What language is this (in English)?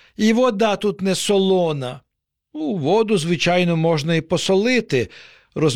Ukrainian